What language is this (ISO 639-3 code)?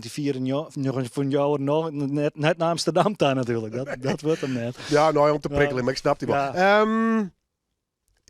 fry